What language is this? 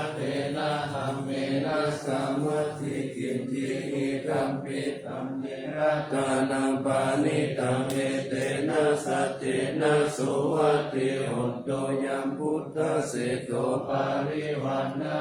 Pali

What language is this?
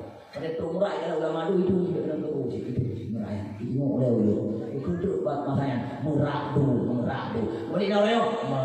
Achinese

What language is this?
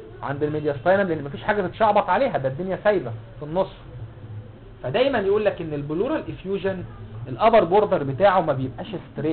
Egyptian Arabic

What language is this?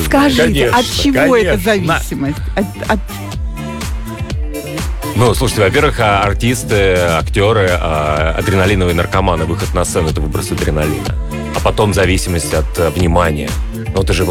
Russian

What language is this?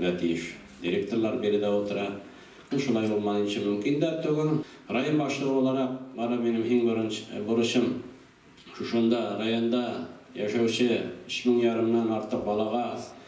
Tatar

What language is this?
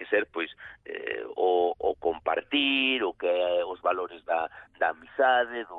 Galician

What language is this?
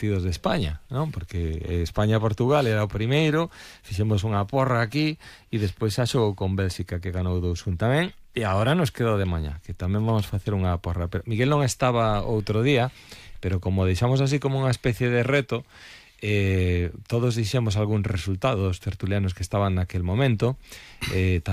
Galician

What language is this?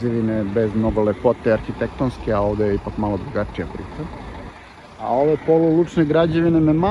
Serbian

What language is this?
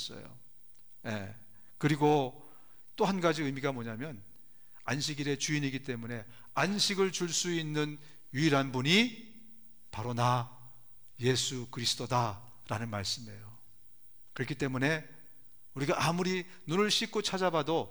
Korean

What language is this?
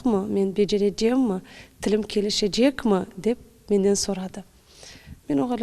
Crimean Tatar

